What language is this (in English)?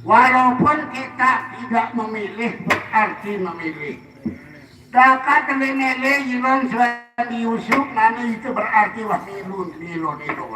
Sasak